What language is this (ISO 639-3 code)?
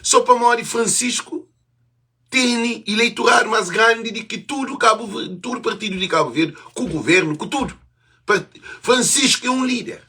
kea